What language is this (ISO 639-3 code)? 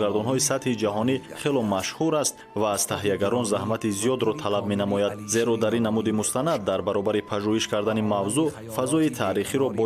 tgk